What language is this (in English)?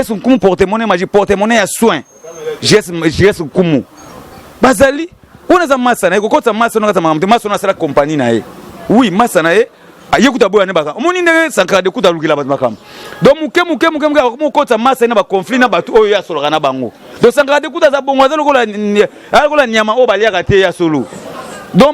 Lingala